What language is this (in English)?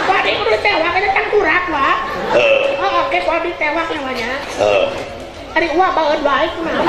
Sundanese